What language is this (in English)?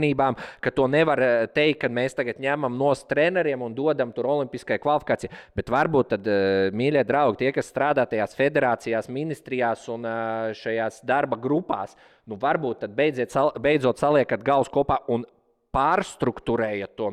Latvian